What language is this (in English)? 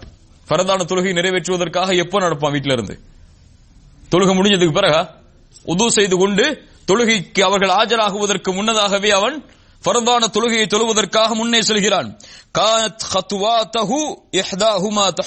Tamil